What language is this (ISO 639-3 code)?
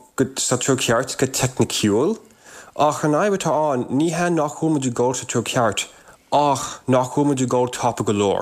gle